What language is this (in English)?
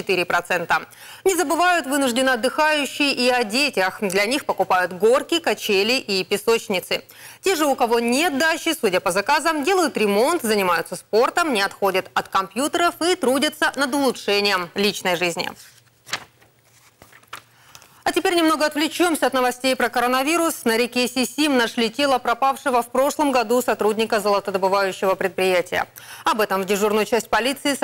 Russian